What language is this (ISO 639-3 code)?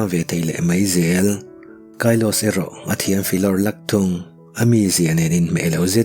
lus